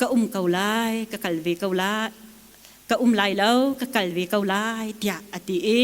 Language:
Hakha Chin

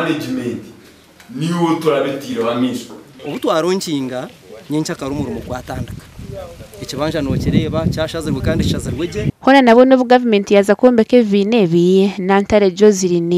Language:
Nyankole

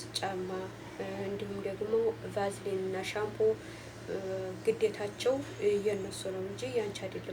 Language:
Amharic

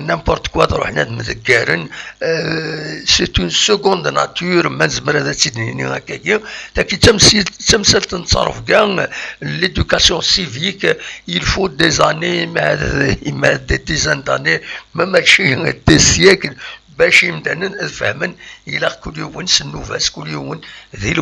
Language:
Kabyle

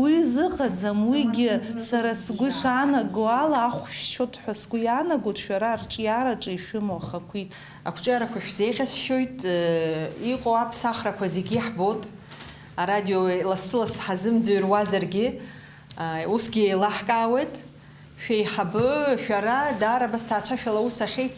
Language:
Abkhazian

